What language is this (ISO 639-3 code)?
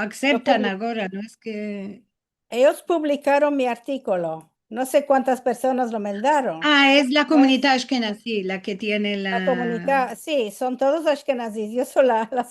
lad